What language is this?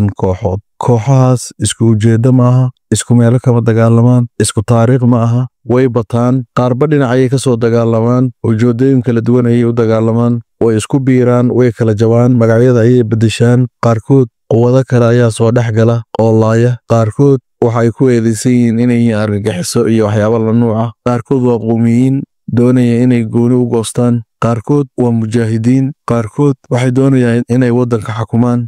Somali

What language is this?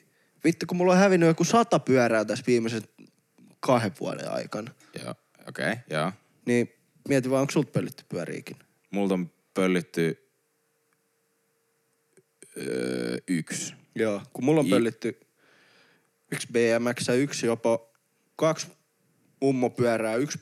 Finnish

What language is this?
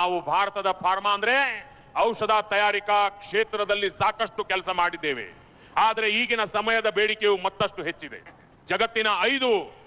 Kannada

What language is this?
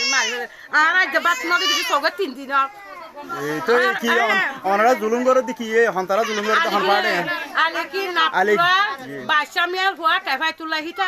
Rohingya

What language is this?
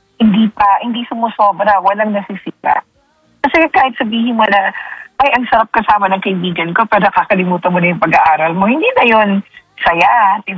Filipino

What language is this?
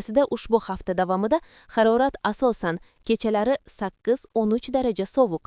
Uzbek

